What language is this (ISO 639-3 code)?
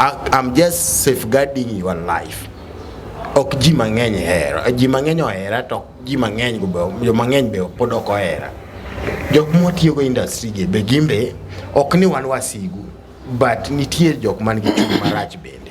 luo